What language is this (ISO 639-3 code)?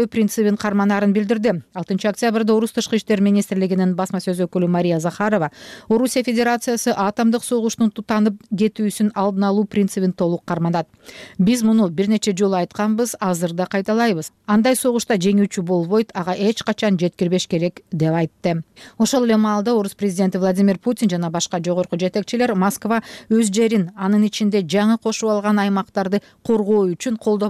kir